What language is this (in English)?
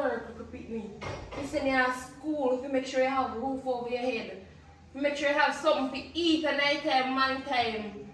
Jamaican Creole English